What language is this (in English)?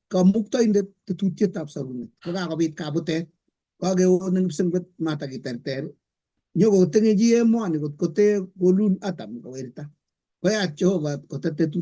Kalenjin